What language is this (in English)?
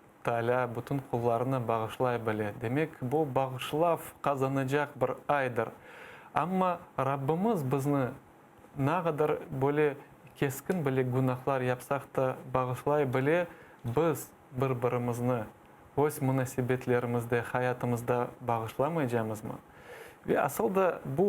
Crimean Tatar